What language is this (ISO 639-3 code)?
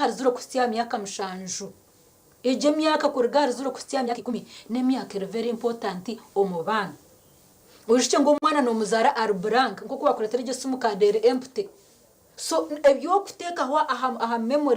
nyn